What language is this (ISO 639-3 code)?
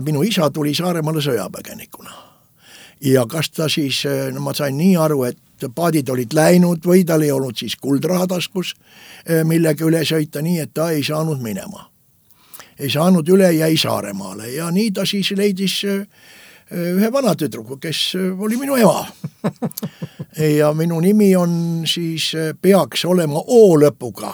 est